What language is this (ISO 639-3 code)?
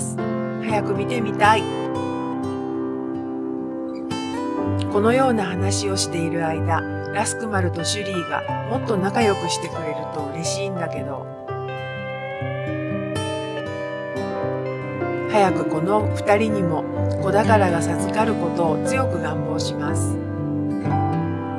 jpn